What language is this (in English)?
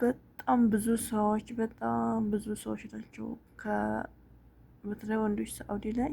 Amharic